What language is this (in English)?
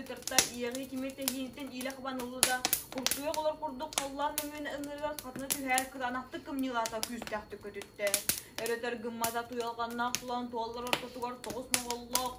Yakut